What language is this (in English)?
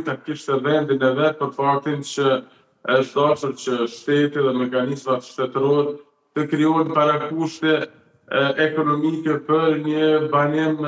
Albanian